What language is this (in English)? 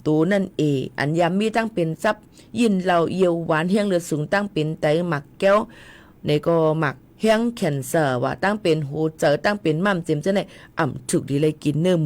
Shan